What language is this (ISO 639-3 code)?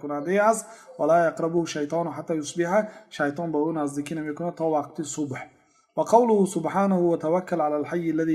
tgk